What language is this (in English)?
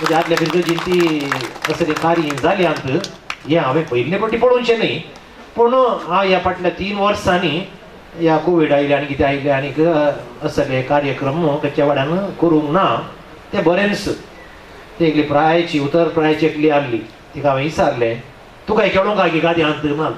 Konkani